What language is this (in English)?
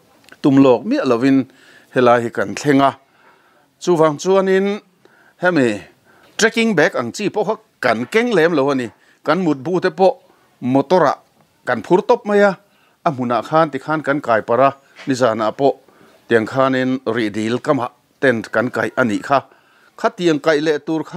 Mizo